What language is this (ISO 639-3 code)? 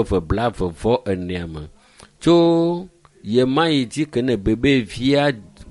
ewe